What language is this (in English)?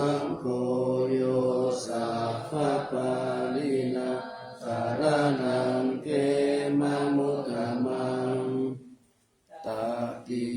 Pali